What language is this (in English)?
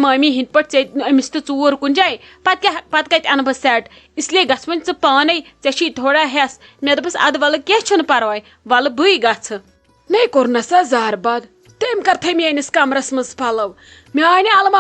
Kashmiri